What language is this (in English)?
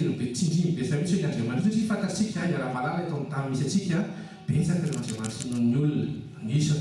Malagasy